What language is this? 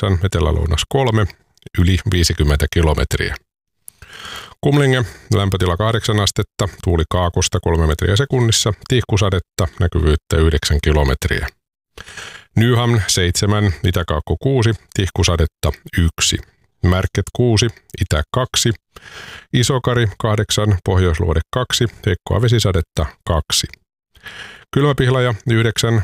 Finnish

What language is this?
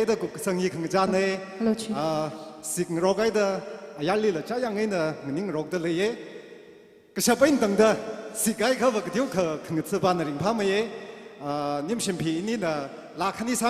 Tangkhul Naga (India)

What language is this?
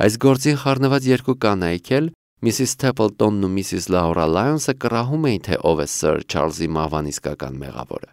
Armenian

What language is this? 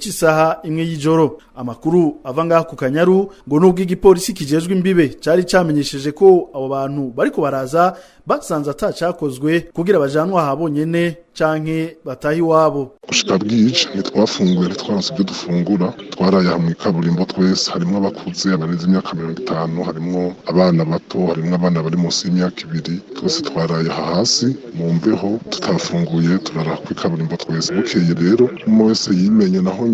Rundi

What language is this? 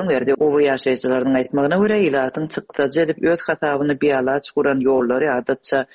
Turkmen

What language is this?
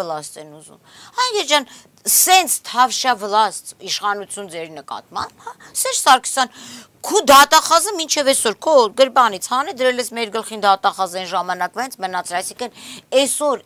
Armenian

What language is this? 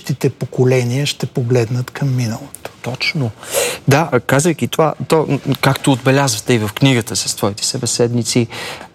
Bulgarian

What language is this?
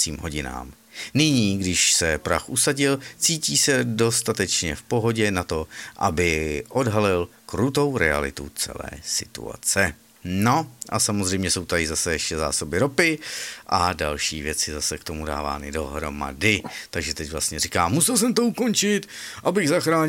Czech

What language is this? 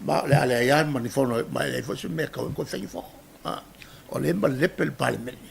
Samoan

